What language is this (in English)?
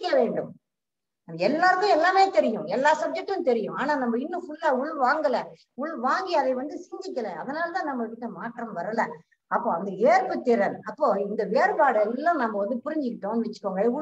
Tamil